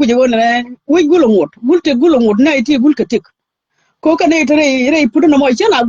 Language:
Nuer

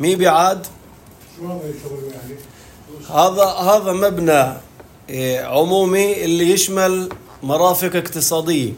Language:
North Levantine Arabic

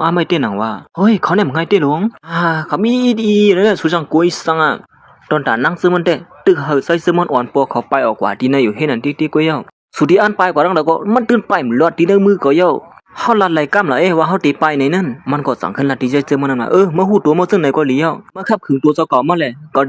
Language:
Shan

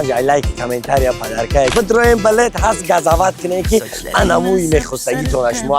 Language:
Tajik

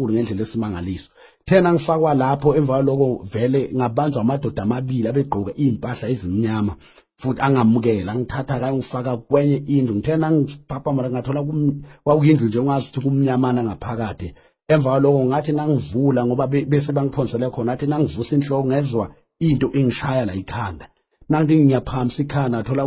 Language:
Zulu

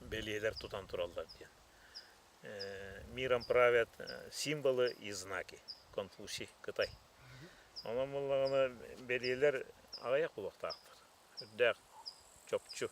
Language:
Yakut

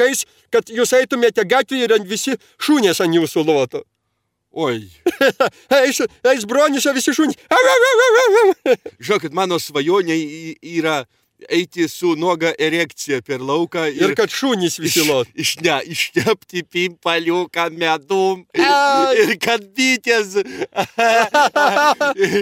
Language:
Lithuanian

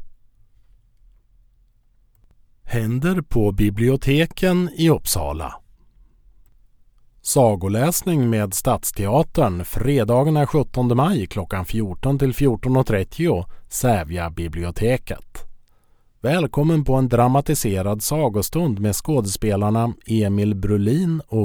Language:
Swedish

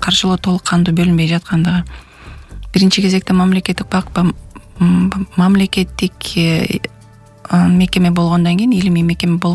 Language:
Kyrgyz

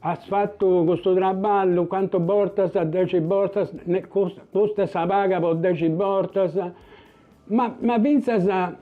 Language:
Sardinian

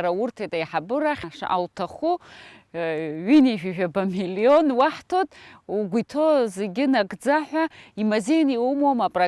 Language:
Abkhazian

